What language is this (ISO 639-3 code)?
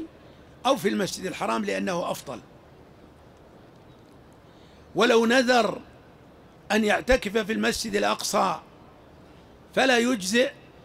ara